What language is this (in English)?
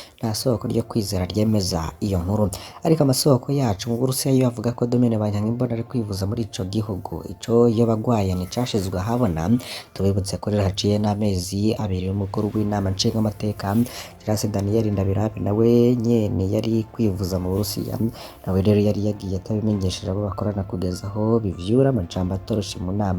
Rundi